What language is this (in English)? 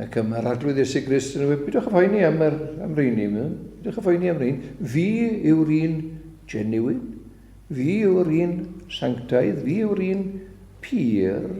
Welsh